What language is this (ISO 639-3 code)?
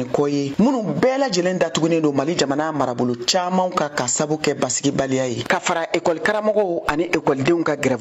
bam